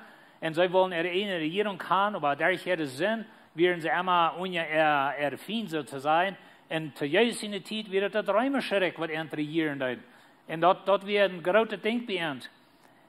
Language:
Plautdietsch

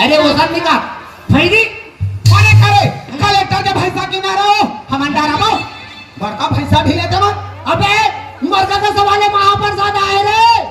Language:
Chhattisgarhi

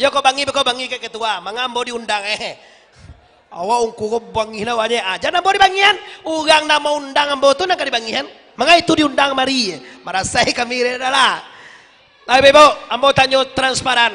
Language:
Minangkabau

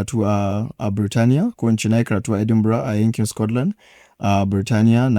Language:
Hausa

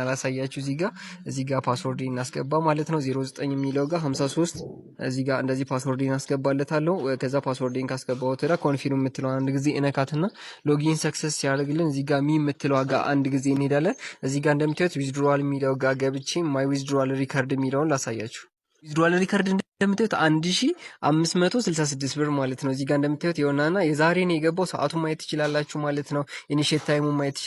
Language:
Amharic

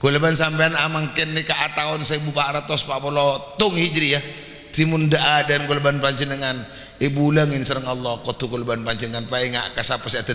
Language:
Madurese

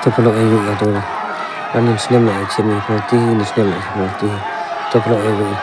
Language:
Khasi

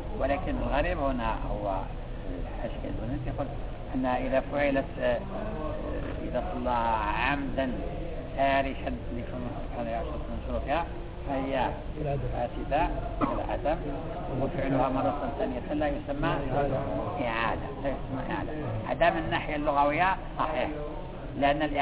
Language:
Arabic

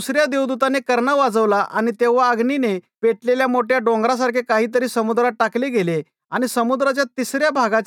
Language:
Marathi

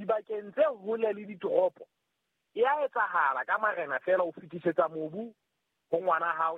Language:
Southern Sotho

